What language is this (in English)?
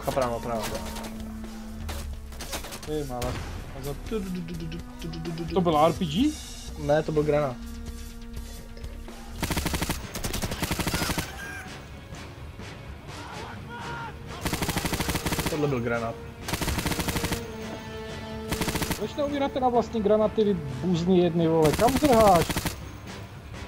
Czech